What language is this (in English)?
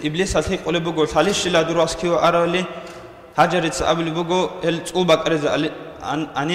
Avaric